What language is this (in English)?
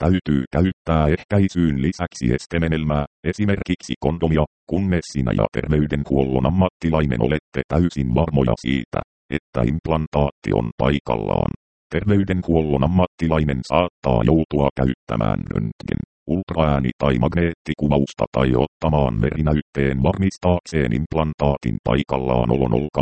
Finnish